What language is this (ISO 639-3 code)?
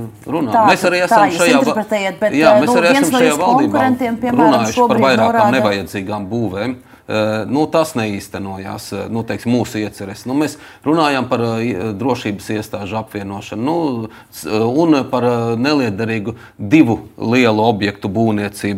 lav